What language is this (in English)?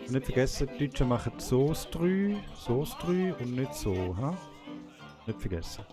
Swiss German